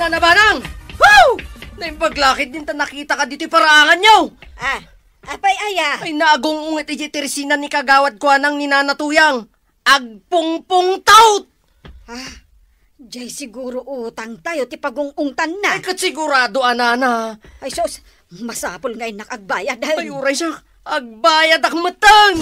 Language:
Iloko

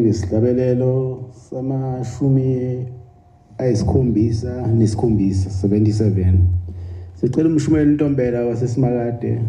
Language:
Zulu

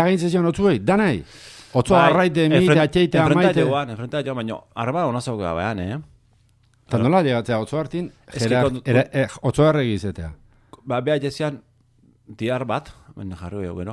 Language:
Basque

